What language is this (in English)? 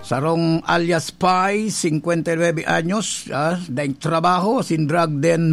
Bikol